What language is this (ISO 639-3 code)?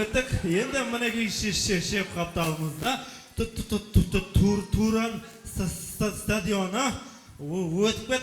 kaa